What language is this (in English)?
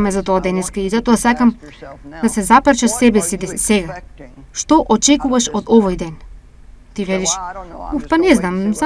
Macedonian